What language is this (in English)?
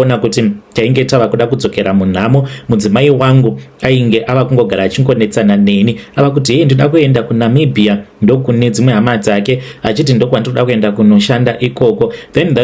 Shona